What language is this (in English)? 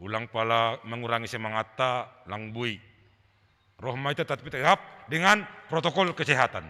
Batak Simalungun